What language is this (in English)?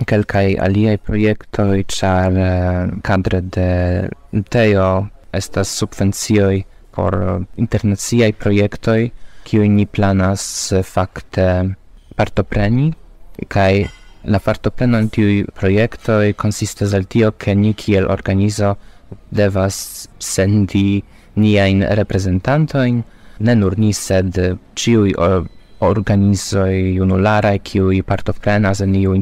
Esperanto